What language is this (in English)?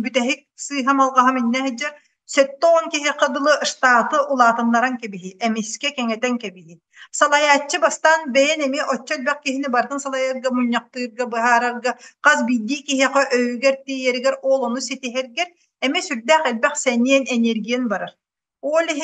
Yakut